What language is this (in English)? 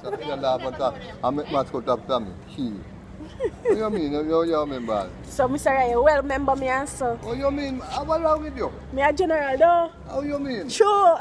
Jamaican Creole English